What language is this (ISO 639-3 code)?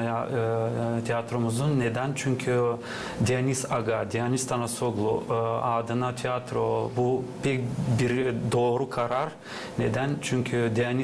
gag